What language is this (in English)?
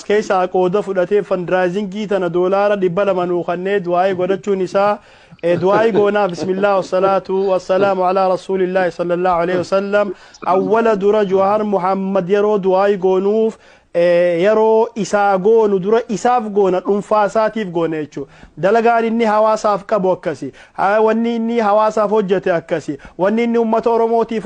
Oromo